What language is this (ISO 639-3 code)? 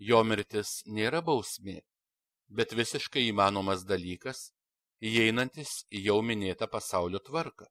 lit